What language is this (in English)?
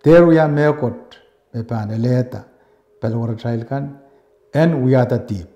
Pohnpeian